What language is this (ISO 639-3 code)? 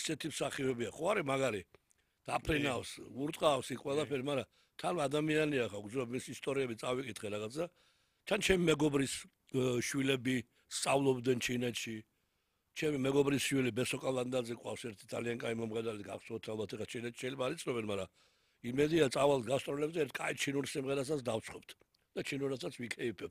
kat